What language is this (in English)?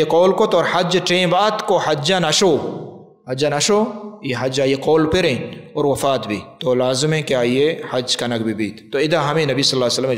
Baluchi